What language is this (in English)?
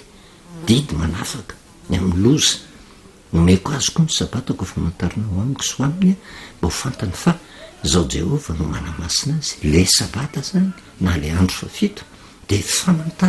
Malagasy